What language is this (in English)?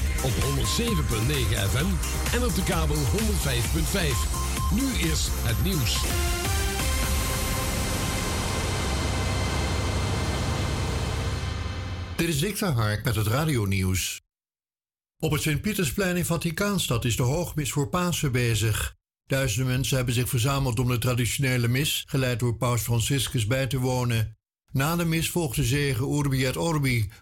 Dutch